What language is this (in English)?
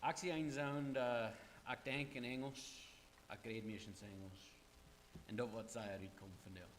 Plautdietsch